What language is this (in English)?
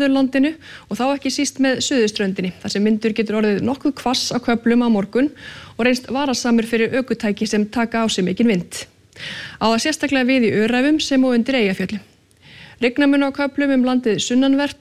Icelandic